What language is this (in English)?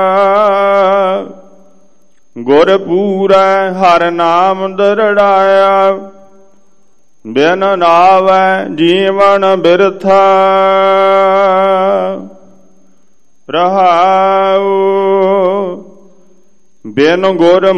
Punjabi